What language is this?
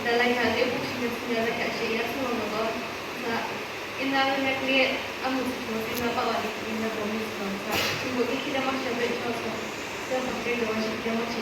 Yimchungru Naga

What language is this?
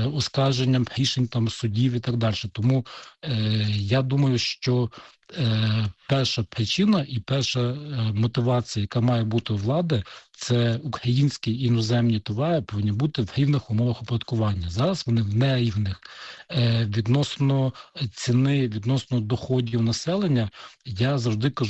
Ukrainian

